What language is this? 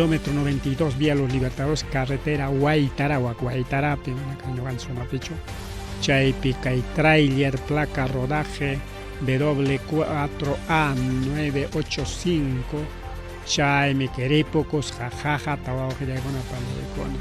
Ayacucho Quechua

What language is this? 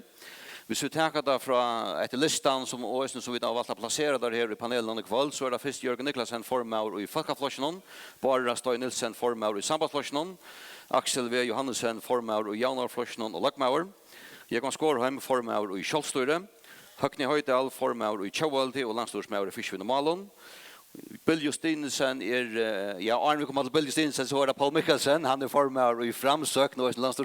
Faroese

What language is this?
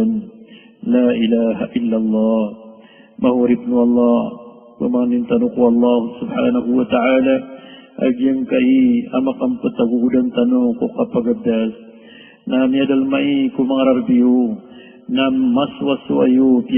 Maranao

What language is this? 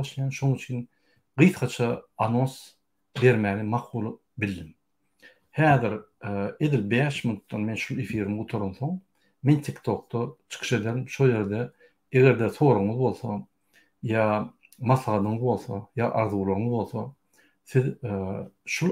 Turkmen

